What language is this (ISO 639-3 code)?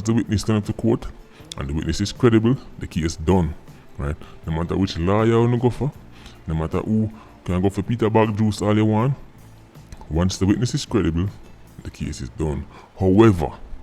jam